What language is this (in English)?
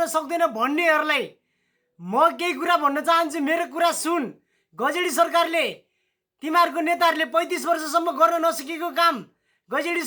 Nepali